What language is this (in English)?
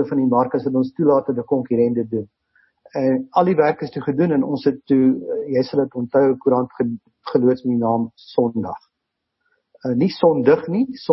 Afrikaans